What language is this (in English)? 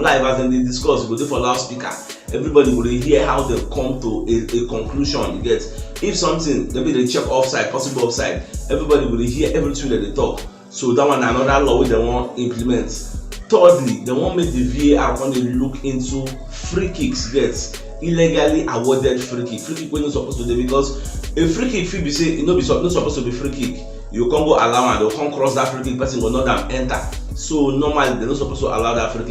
Nigerian Pidgin